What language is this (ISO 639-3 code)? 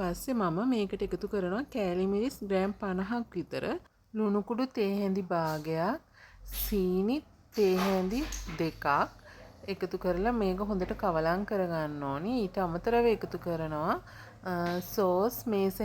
sin